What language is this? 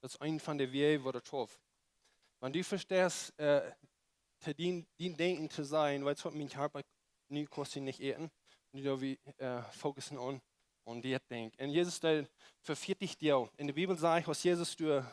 Plautdietsch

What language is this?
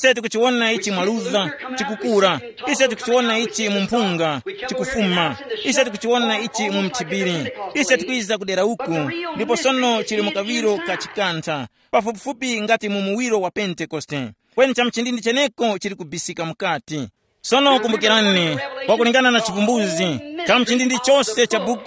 Tumbuka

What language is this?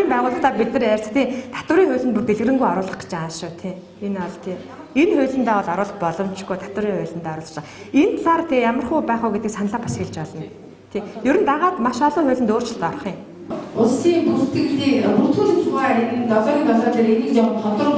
Mongolian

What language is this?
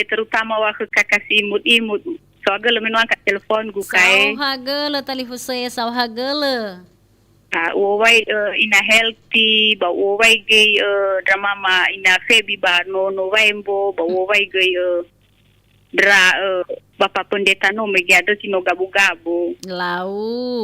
Nias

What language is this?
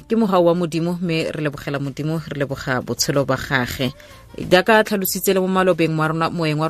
Tswana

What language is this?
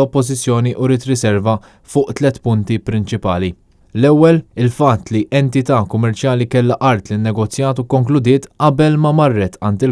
Maltese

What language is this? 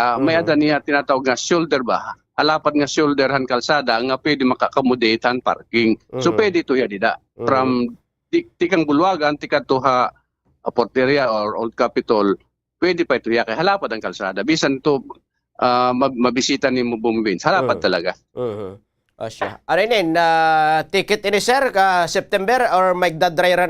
Waray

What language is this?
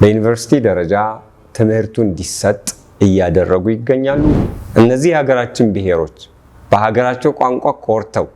Amharic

